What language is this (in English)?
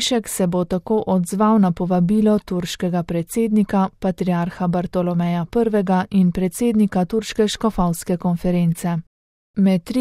Slovenian